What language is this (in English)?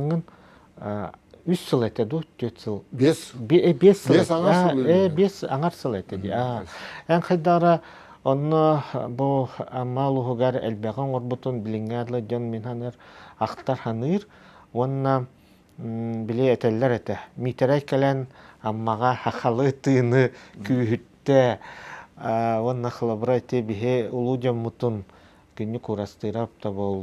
Yakut